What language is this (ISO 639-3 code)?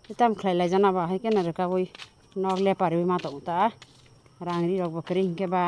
trp